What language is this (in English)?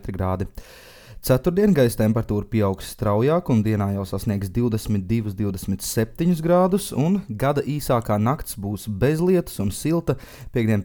Latvian